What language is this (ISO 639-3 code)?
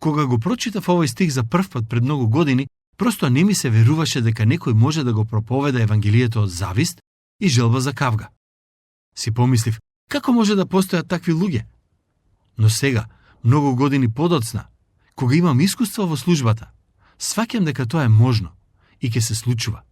mkd